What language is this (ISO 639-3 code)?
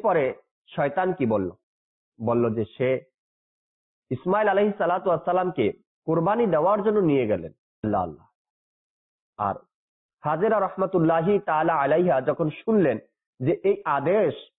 ben